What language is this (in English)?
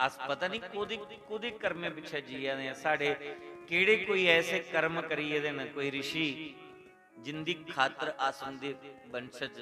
Dogri